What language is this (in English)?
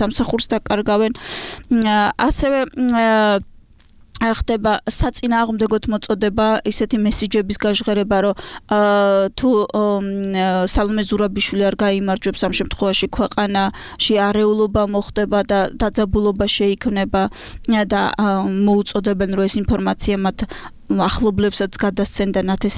Georgian